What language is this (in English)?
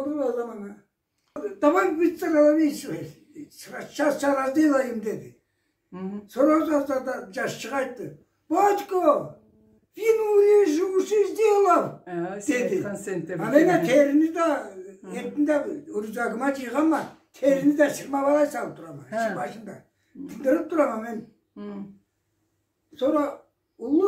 Karachay-Balkar